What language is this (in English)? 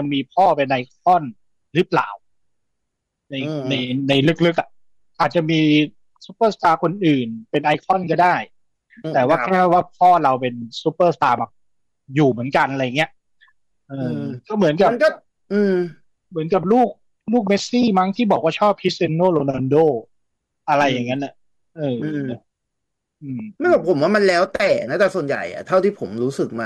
Thai